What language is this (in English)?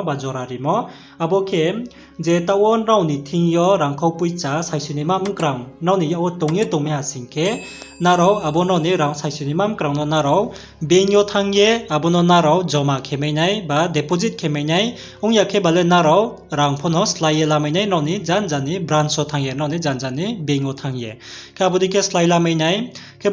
Riang (India)